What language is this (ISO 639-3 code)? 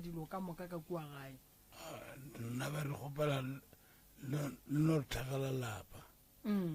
nso